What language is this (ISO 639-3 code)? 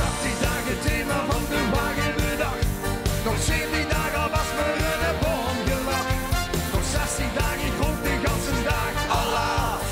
lim